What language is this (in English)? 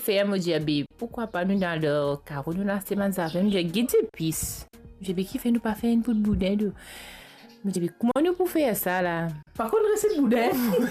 Morisyen